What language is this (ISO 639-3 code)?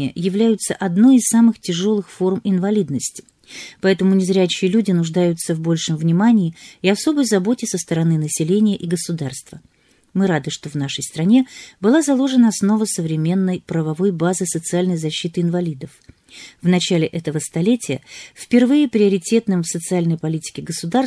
rus